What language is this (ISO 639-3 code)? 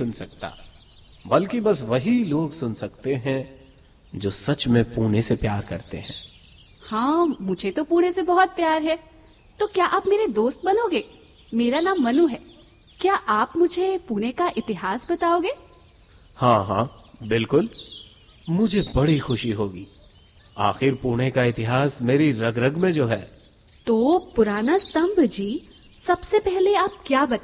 hin